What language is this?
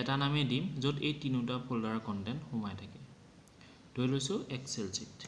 Assamese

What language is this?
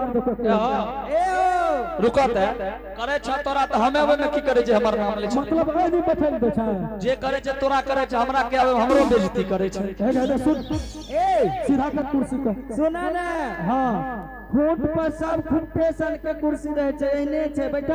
Angika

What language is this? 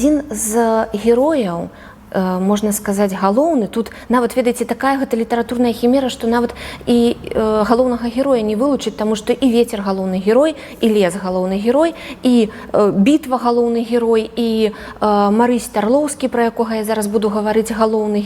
Belarusian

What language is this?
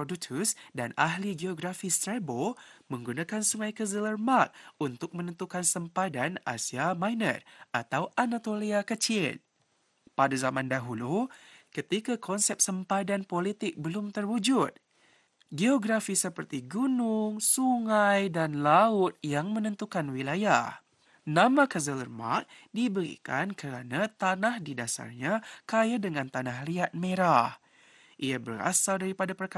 Malay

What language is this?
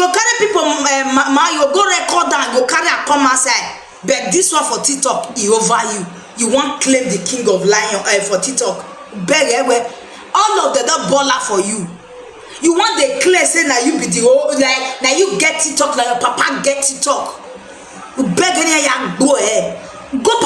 Nigerian Pidgin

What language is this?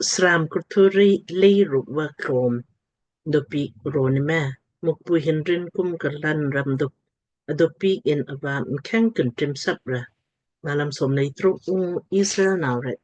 Lamkang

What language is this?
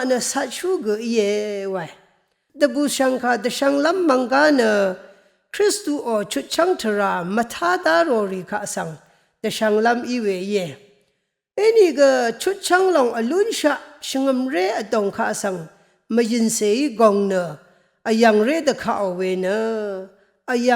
Rawang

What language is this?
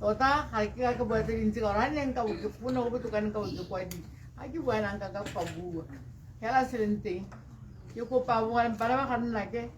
Tswana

